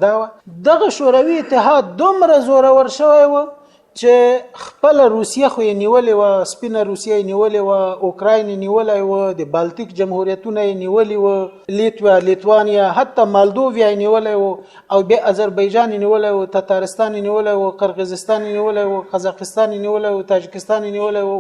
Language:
Pashto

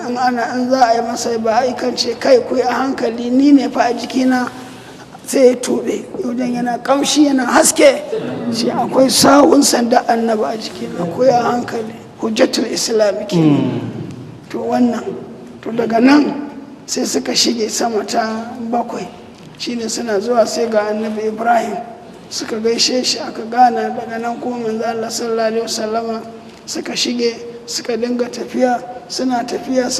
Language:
Hausa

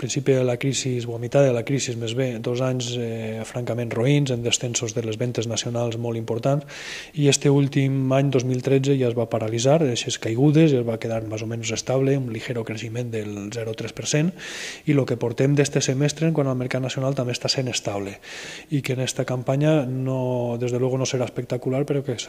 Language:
Catalan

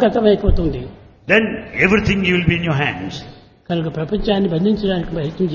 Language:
Telugu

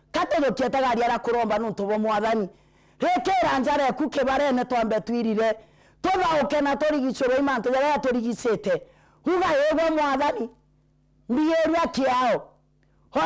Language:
Meru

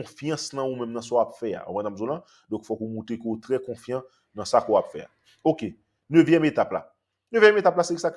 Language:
Haitian Creole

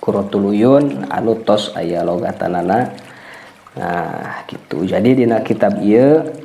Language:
Sundanese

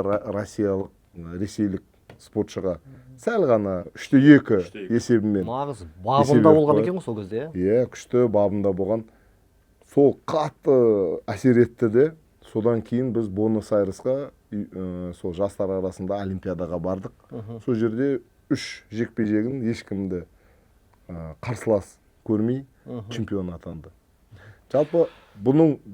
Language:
Kazakh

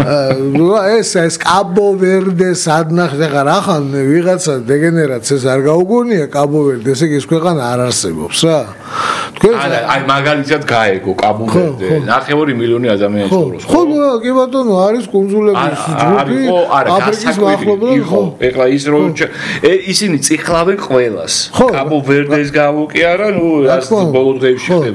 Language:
Georgian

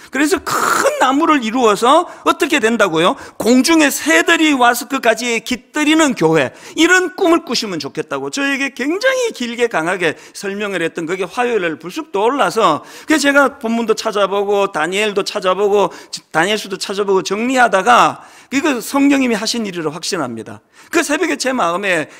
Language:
Korean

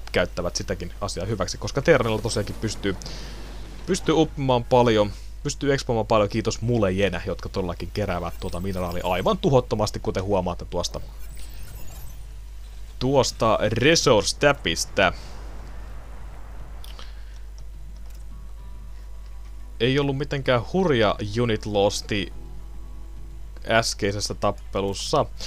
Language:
Finnish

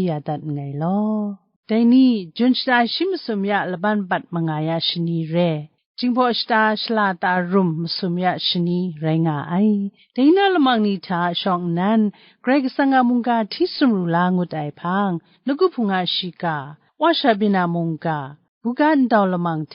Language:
Kachin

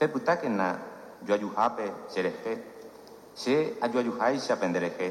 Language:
Guarani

